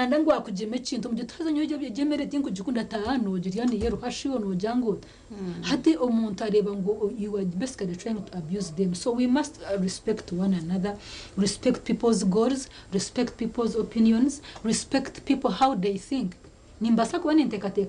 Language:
Nyankole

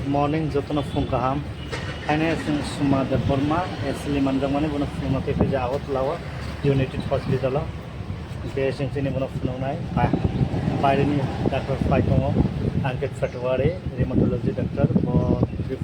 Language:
Kok Borok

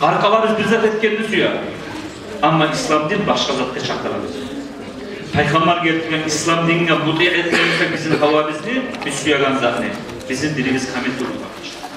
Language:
Kumyk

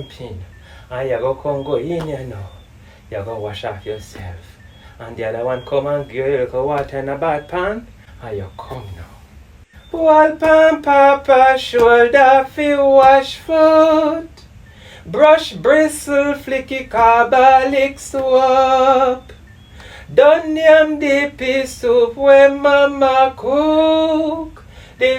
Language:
Jamaican Creole English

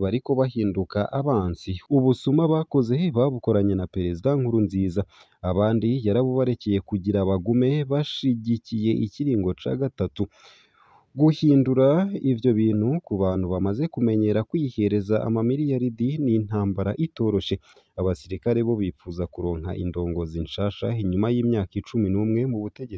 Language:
Rundi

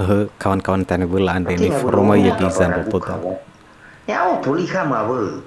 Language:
Nias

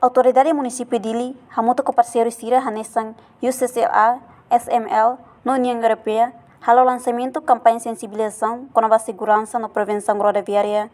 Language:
Tetum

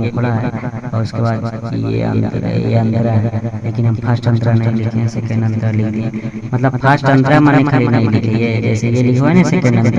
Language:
Magahi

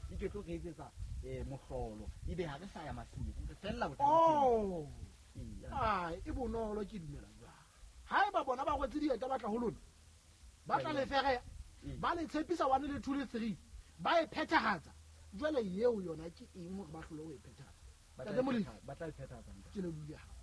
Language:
Southern Sotho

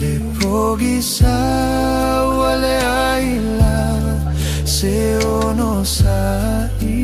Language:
Samoan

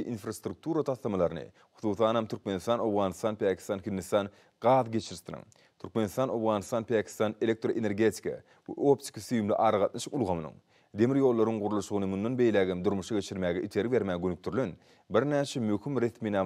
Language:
Turkmen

